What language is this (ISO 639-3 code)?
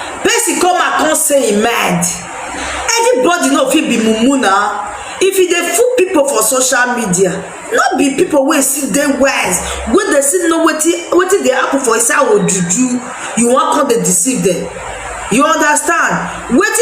pcm